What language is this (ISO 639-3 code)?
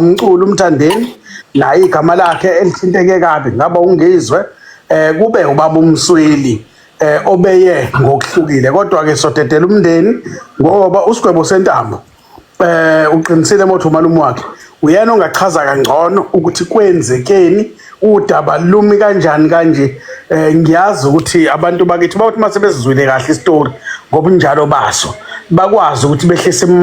zul